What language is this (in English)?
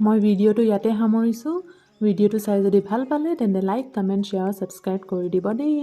Assamese